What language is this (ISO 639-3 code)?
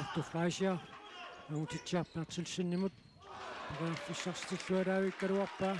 kal